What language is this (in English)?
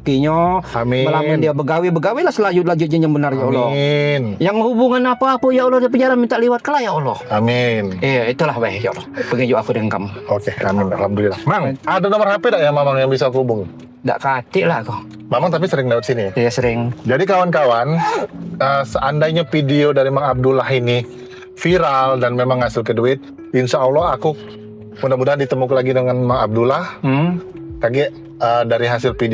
Musi